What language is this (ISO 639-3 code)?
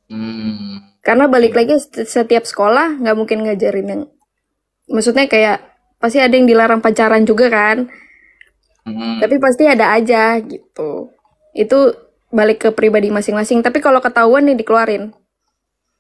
ind